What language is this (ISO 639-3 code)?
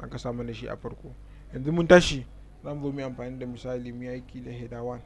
hau